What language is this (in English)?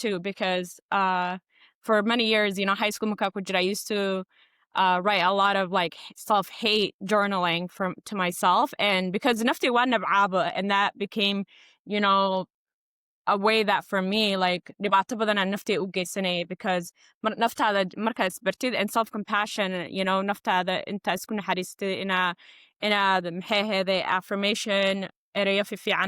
Somali